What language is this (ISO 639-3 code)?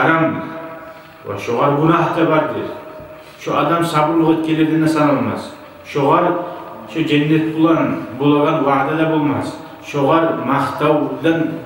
kum